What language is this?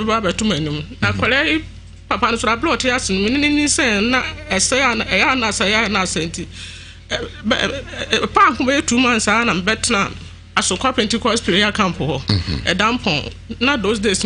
Akan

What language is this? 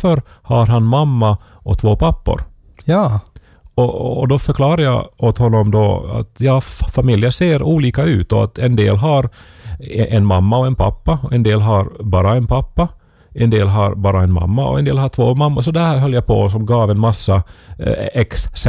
Swedish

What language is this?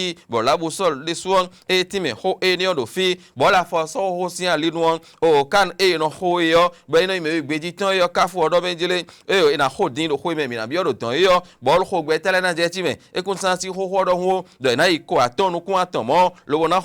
Fon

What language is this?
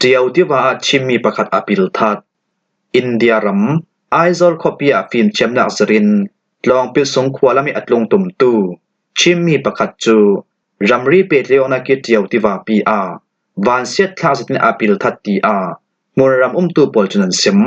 Falam Chin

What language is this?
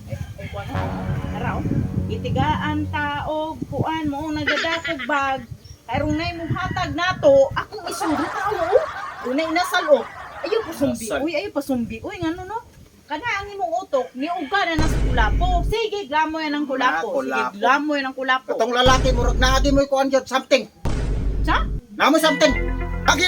Cebuano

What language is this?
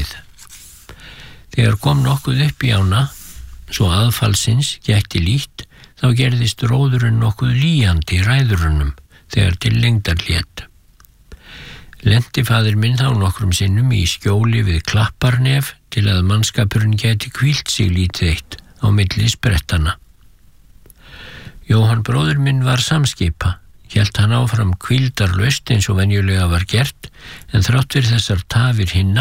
Icelandic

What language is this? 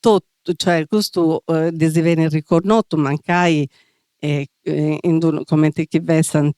Sardinian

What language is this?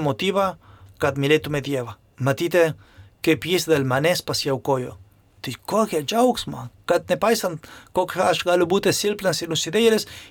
Lithuanian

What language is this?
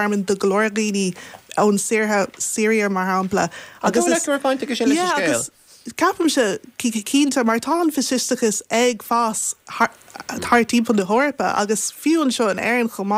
Irish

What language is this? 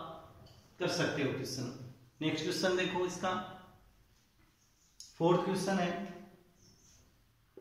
Hindi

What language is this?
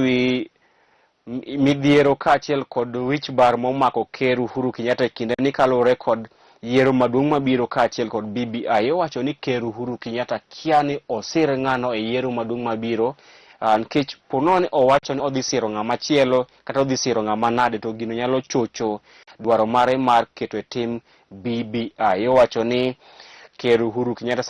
Luo (Kenya and Tanzania)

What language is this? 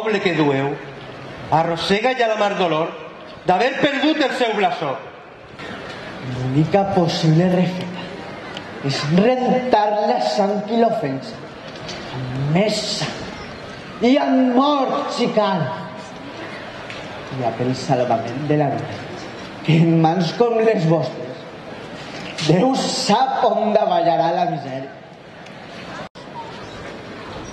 Catalan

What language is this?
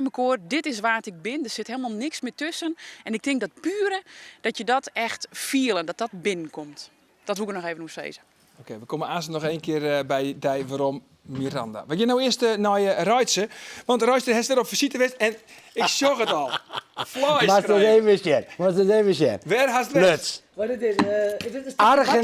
Western Frisian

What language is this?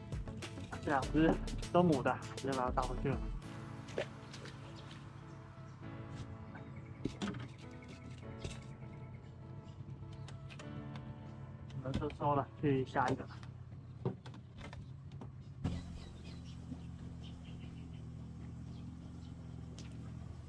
Chinese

